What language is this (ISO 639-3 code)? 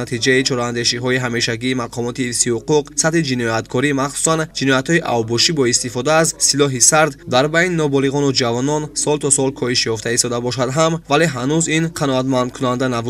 tgk